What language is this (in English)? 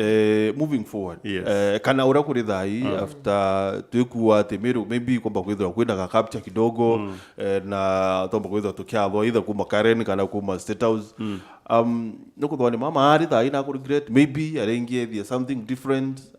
Meru